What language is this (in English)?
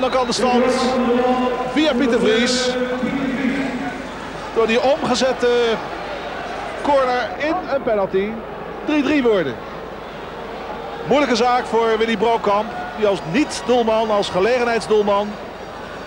Dutch